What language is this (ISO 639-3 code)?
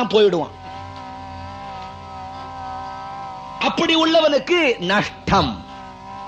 tam